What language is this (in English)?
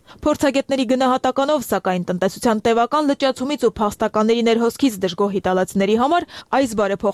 Armenian